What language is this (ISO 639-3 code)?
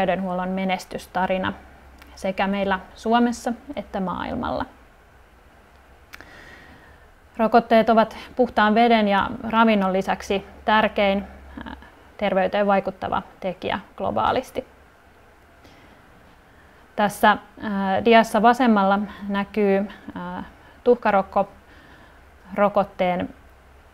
fin